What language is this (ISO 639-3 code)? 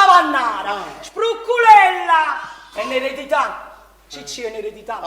nap